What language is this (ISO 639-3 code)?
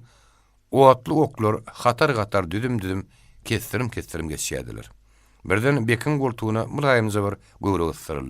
tuk